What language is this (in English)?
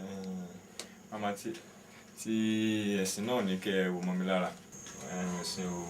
Yoruba